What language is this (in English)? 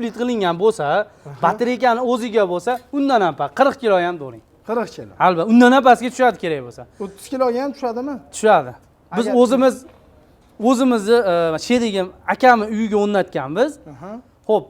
Uzbek